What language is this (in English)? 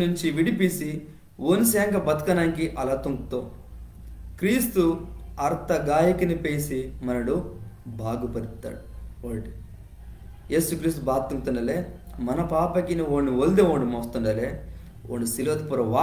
Koya